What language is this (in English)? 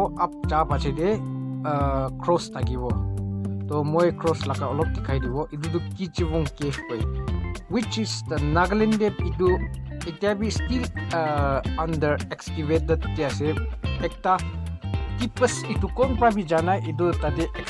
Naga Pidgin